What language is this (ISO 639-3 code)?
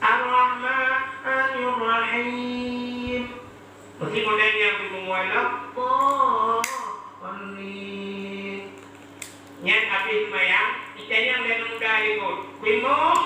ace